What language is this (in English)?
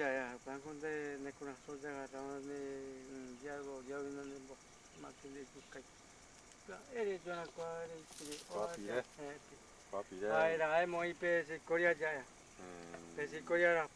Guarani